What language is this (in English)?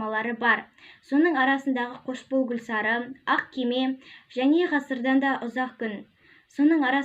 Kazakh